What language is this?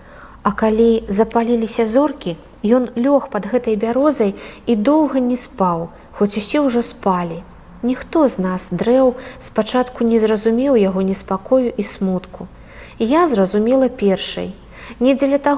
Belarusian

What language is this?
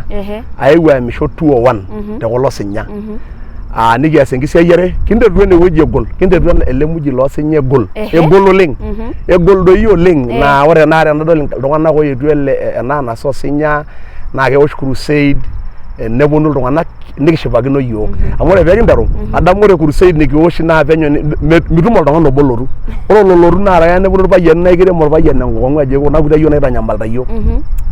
Masai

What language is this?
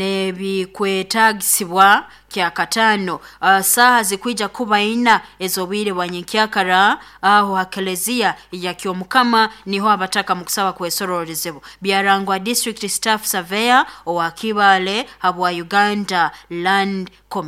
Nyoro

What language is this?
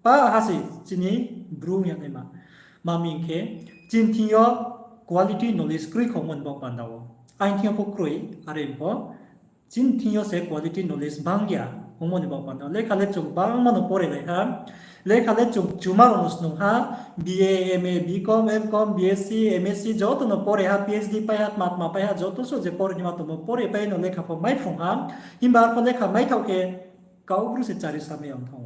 Riang (India)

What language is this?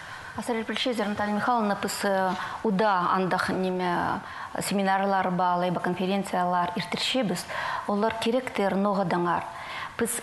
Khakas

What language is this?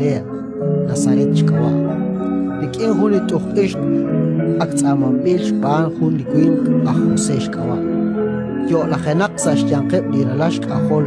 Kekchí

